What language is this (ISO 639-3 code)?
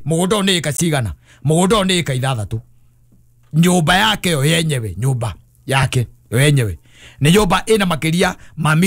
kik